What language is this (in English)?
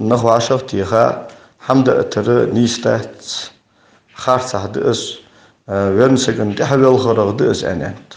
Ingush